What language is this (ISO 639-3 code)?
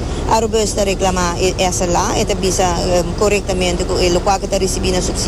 pap